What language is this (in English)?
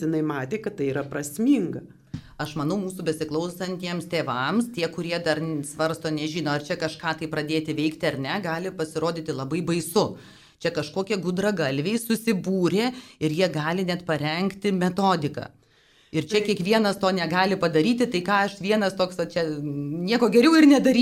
Lithuanian